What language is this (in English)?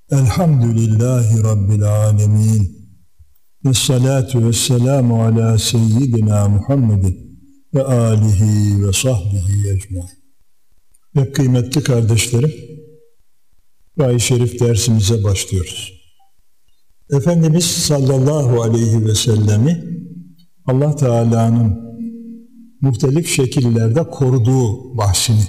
Turkish